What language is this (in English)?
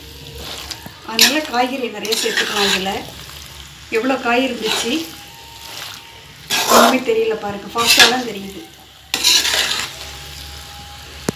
Tamil